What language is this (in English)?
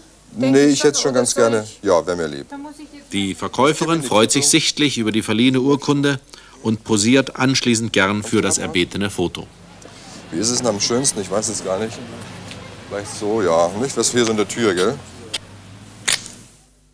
German